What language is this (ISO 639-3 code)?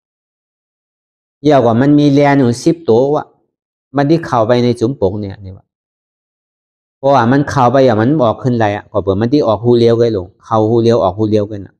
shn